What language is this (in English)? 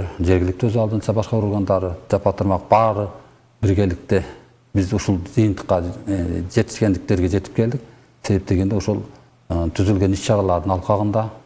Kyrgyz